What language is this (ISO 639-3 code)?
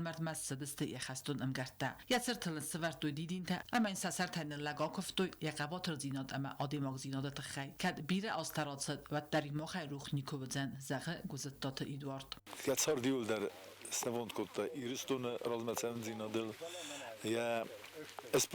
oss